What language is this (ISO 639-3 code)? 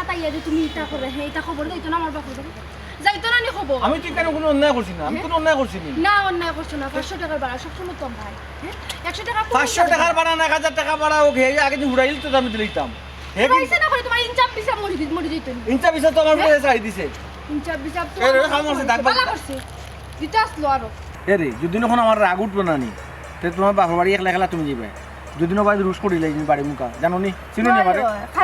syl